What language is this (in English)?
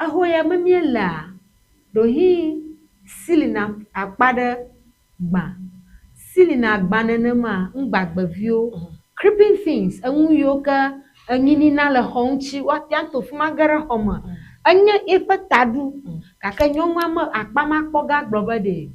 Ewe